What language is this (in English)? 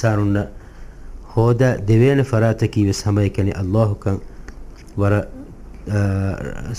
Divehi